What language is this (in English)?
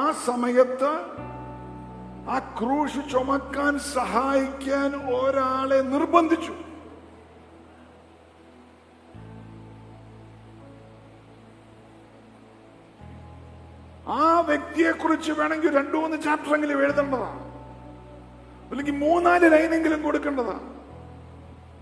Malayalam